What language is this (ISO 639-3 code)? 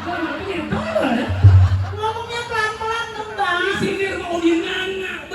bew